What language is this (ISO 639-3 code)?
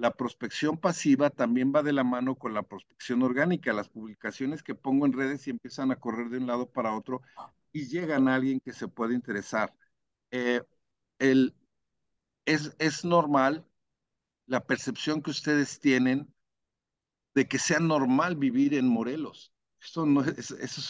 spa